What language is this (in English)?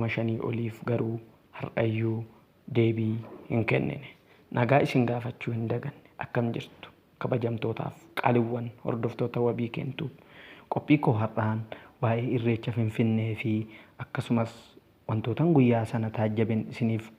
Oromo